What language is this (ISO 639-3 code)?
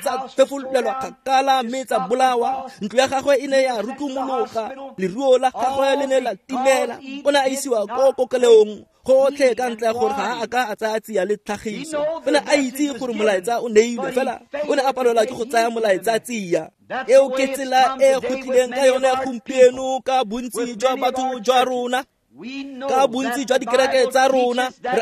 tsn